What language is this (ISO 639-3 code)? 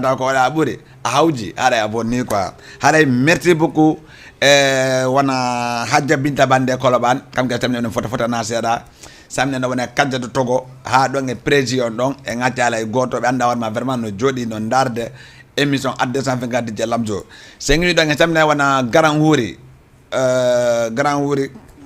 ful